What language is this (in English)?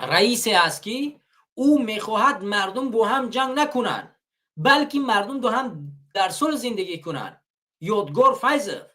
Tajik